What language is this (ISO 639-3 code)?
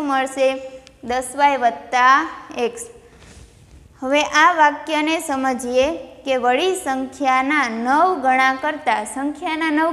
guj